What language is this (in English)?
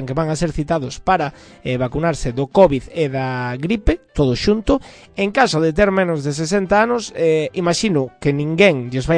Galician